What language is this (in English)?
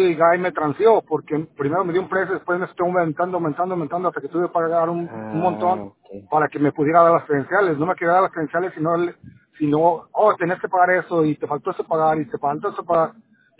Spanish